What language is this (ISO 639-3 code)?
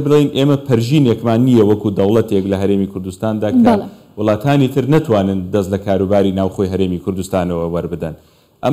ckb